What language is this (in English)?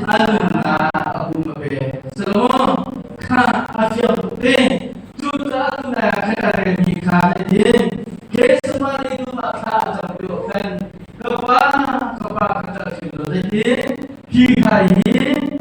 Hakha Chin